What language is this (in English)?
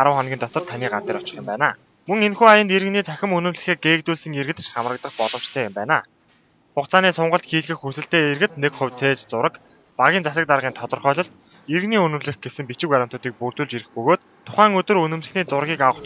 Mongolian